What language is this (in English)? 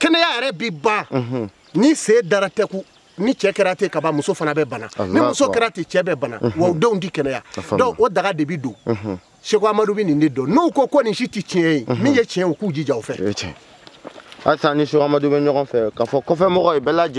Bambara